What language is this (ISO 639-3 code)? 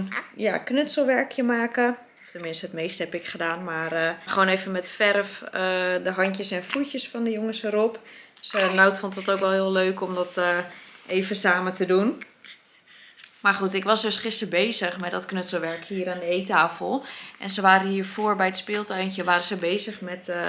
nld